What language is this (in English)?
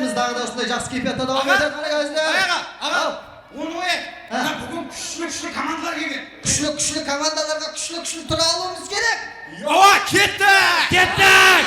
Kara-Kalpak